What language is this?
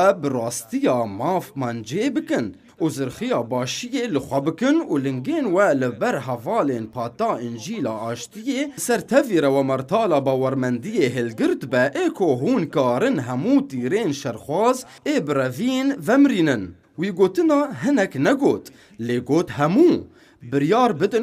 Kurdish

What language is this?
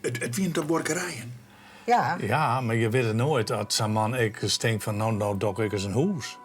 Western Frisian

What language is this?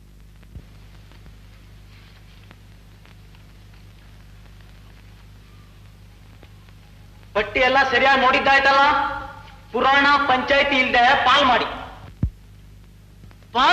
Kannada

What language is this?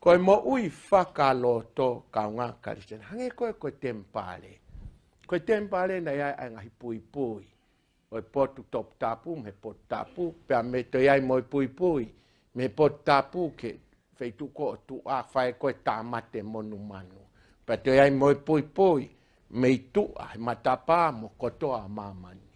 Tongan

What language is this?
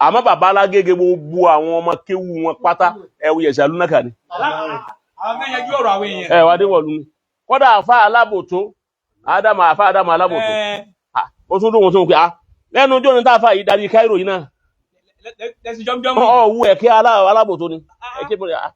Yoruba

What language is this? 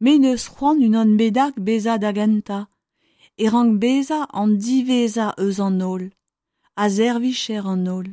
Breton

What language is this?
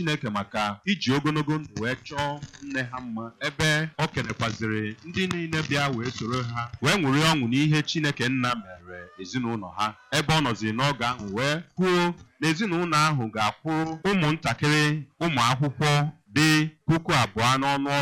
Igbo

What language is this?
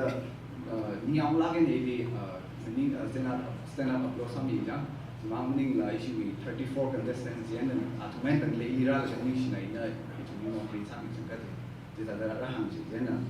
Tangkhul Naga (India)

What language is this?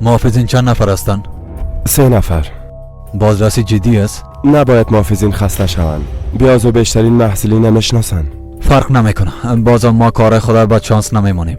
Persian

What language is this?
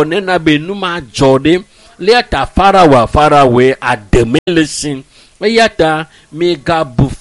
Ewe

